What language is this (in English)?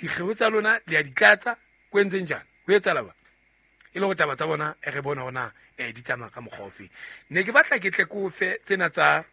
Southern Sotho